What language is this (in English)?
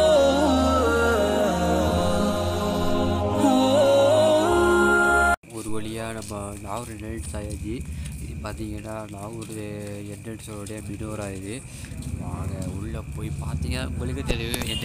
Tamil